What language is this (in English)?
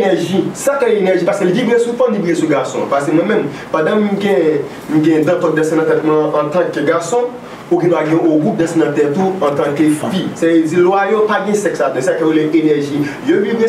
Haitian Creole